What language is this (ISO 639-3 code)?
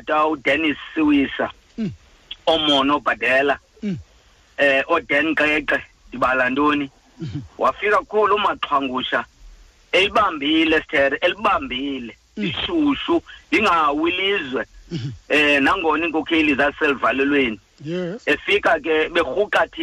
xho